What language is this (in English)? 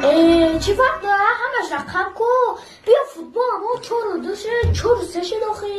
Tajik